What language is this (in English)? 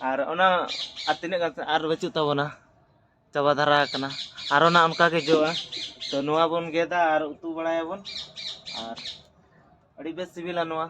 Santali